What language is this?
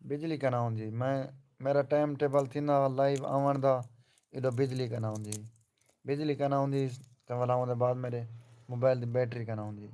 Saraiki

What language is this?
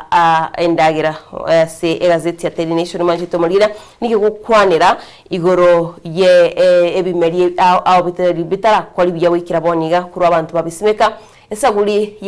Gusii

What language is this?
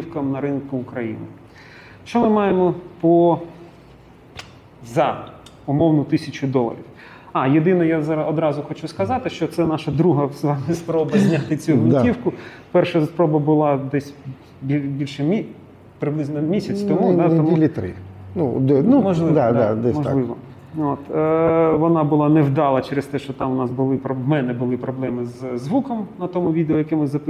Ukrainian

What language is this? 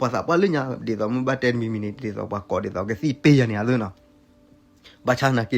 S'gaw Karen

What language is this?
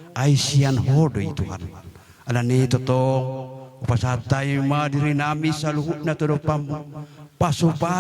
Batak Toba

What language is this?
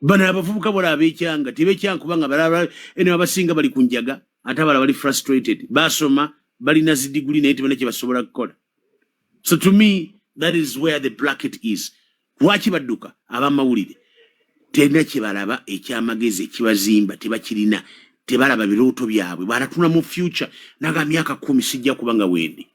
Ganda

